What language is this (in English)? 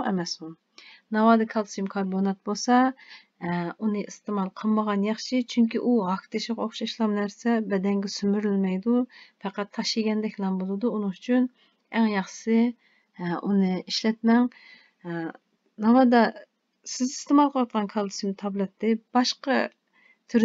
Uyghur